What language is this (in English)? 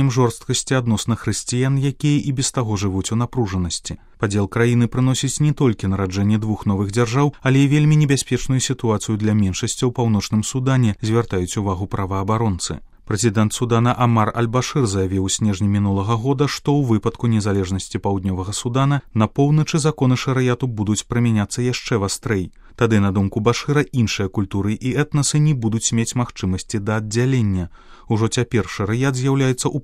Belarusian